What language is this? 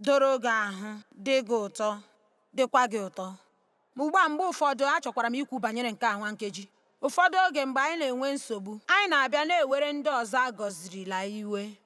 Igbo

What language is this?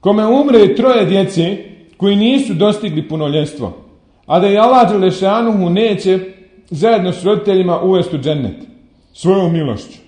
Bosnian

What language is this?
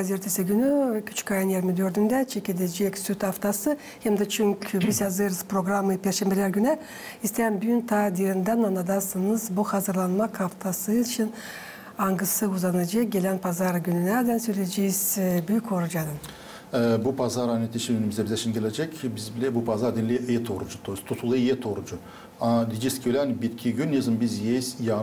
Gagauz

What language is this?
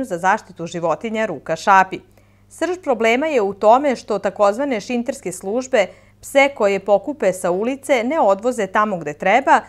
Serbian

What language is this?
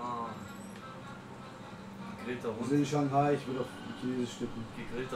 German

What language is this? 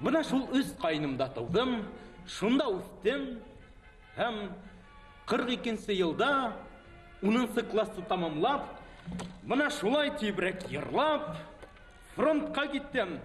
Bashkir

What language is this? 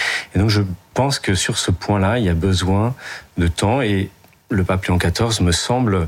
French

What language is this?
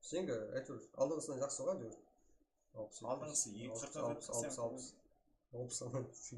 Kara-Kalpak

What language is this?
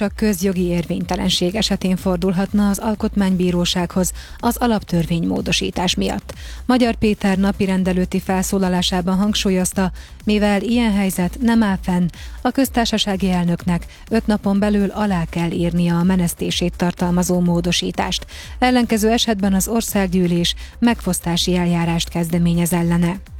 Hungarian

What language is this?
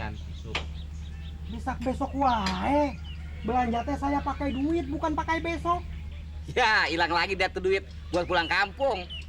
Betawi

